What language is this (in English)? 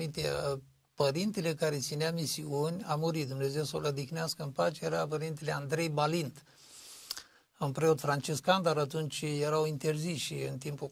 Romanian